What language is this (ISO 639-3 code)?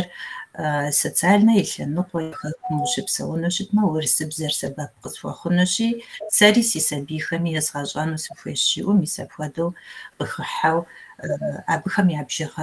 kbd